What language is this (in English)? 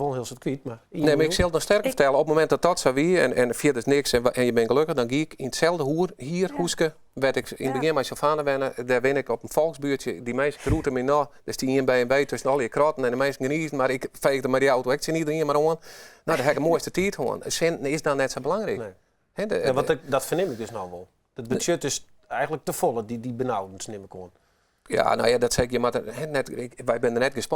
Western Frisian